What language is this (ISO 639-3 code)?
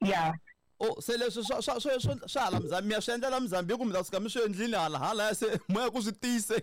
tso